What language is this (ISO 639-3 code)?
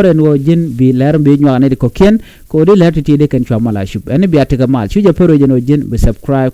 nus